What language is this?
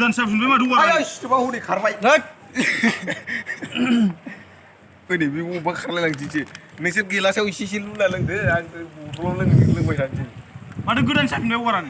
Bodo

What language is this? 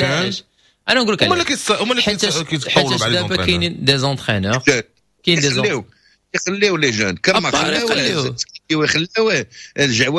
Moroccan Arabic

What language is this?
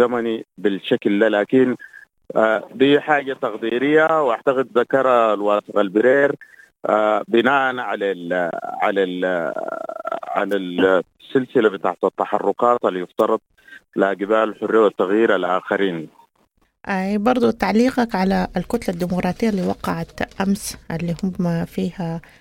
Sudanese Arabic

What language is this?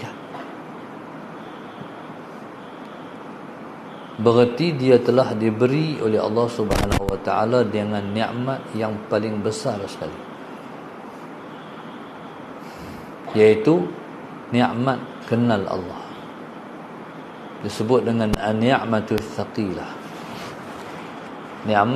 Malay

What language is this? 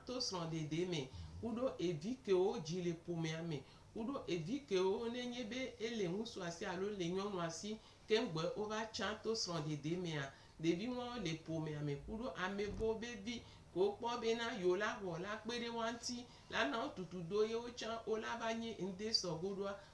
Gen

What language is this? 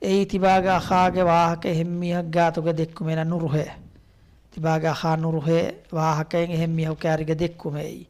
Divehi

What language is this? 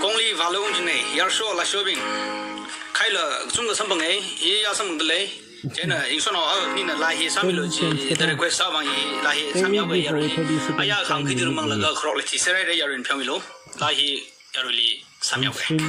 Tangkhul Naga (India)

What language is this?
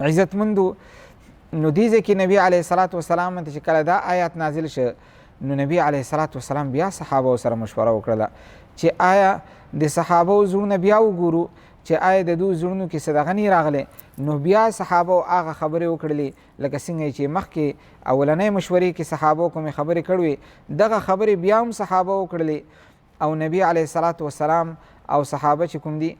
Pashto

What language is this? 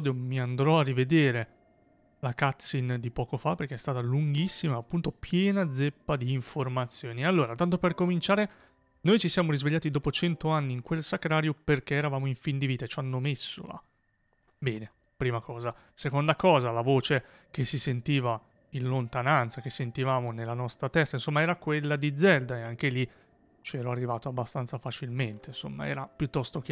Italian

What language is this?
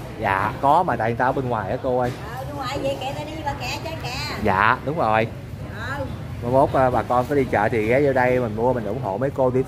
Vietnamese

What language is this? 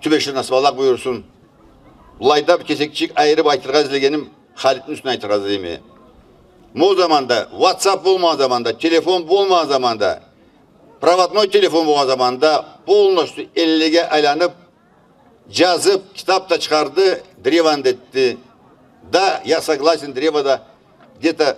Karachay-Balkar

